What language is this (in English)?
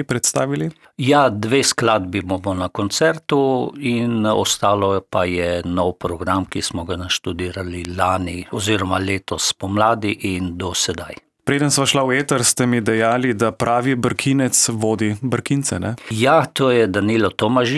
Slovenian